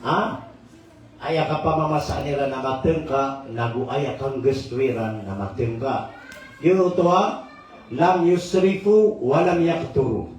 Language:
Maranao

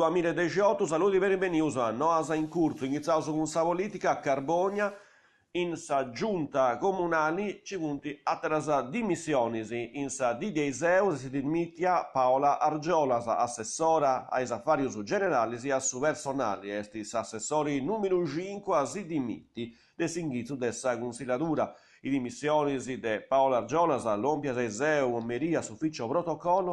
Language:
Sardinian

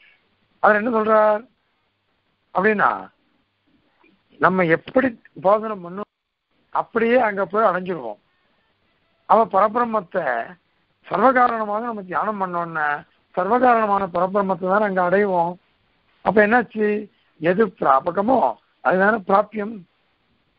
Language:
Tamil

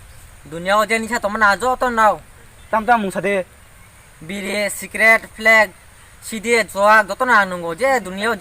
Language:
Kok Borok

